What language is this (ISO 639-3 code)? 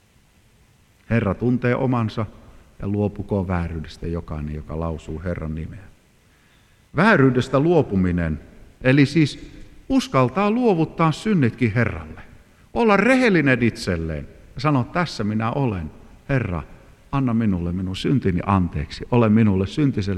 fin